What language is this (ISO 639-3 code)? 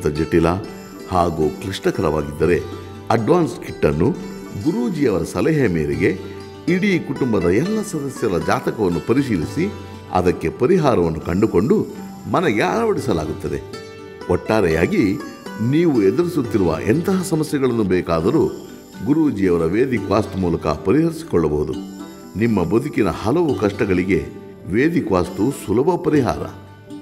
kan